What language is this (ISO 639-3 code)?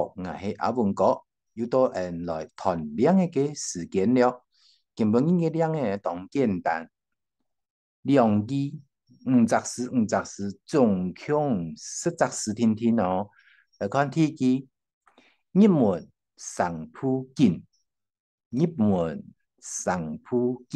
hak